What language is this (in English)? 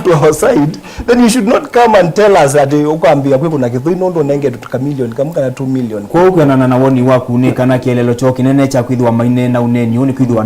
Kamba